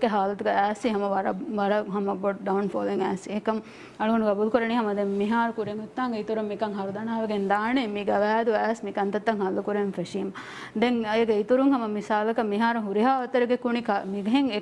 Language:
Divehi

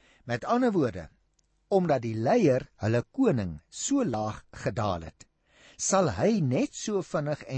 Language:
Afrikaans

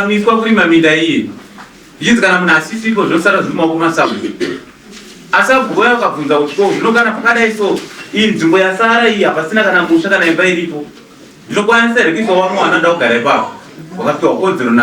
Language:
Shona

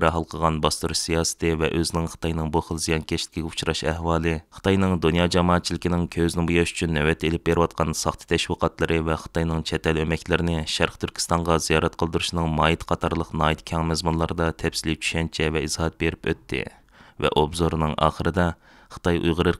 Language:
Uyghur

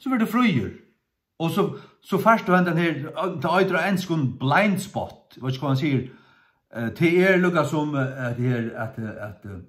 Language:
Faroese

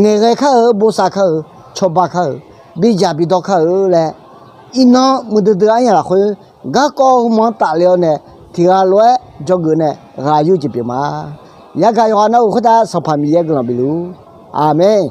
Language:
Akha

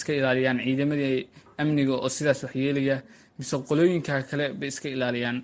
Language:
Somali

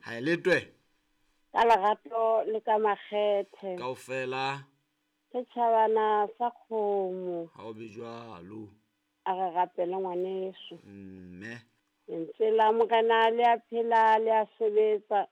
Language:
Southern Sotho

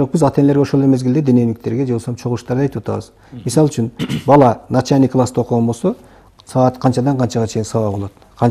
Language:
Kyrgyz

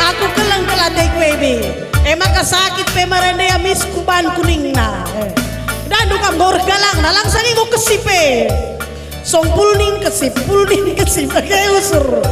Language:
Batak Karo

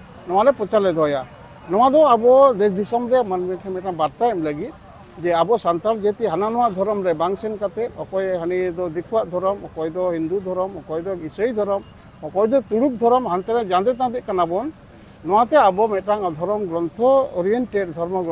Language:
Santali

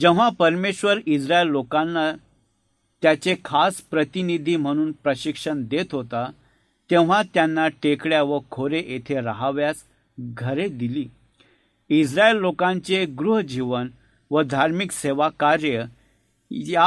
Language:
Marathi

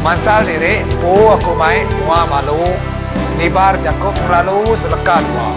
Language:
Iban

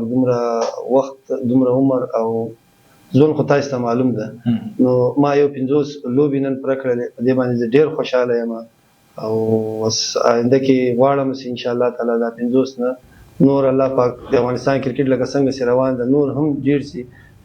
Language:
Pashto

